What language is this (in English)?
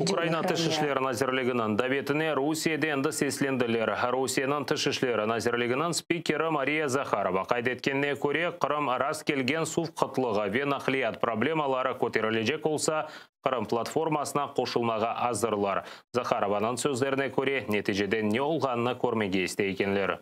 Crimean Tatar